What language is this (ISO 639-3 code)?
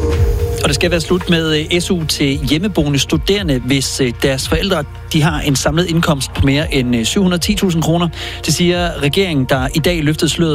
dan